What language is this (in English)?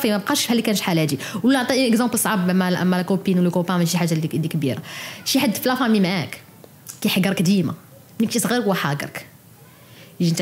Moroccan Arabic